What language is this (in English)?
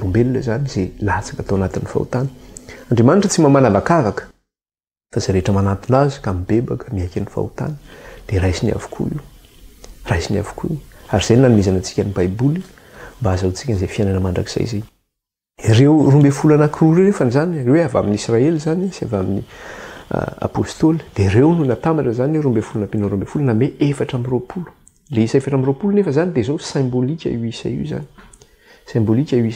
Malagasy